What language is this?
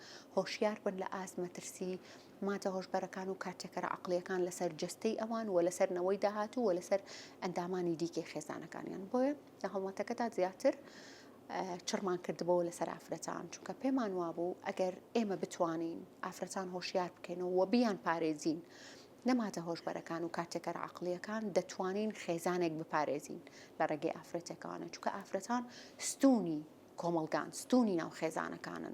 Central Kurdish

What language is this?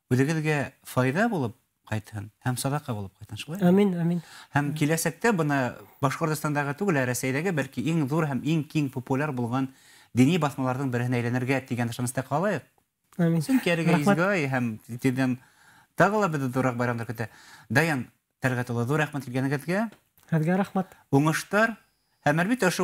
Bashkir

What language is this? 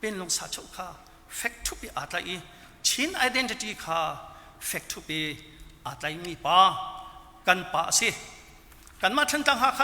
Hakha Chin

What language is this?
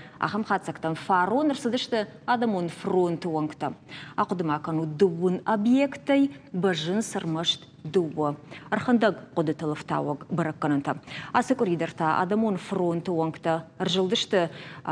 Ossetic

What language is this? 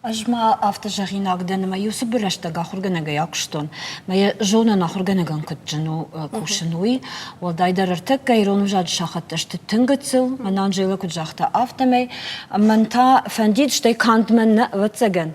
Ossetic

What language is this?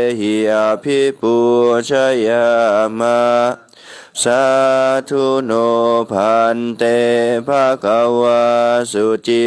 Pali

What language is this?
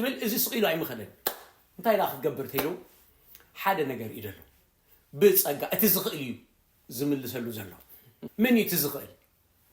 Tigrinya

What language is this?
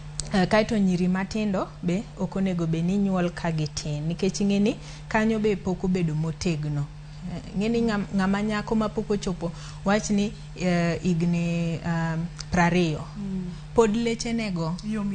Luo (Kenya and Tanzania)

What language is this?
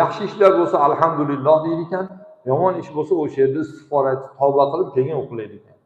Uzbek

